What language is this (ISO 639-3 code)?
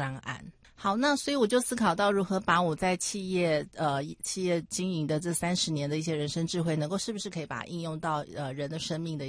zho